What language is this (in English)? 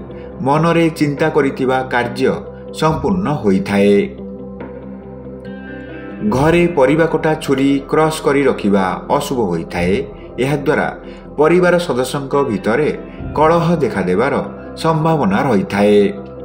Odia